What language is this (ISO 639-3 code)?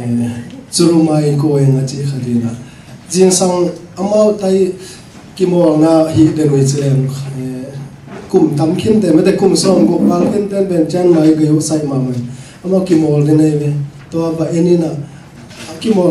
ctd